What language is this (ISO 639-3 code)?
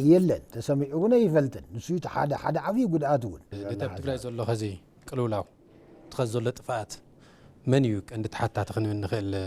tir